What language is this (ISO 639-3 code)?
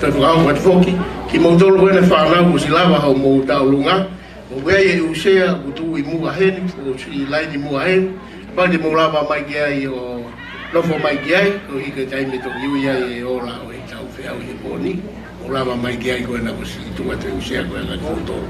ton